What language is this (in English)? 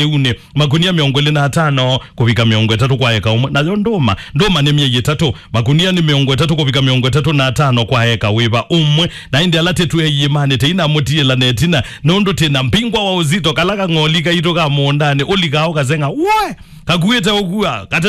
Kamba